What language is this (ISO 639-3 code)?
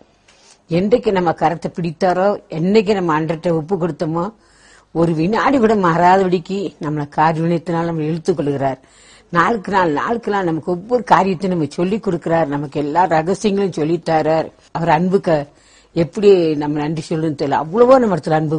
tam